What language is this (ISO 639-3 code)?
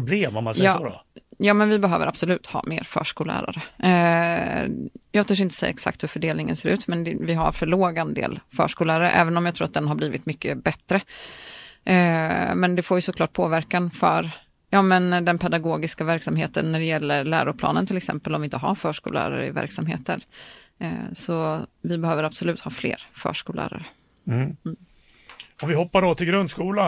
swe